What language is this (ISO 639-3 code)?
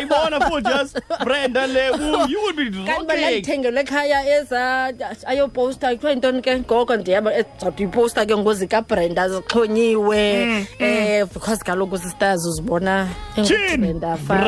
xho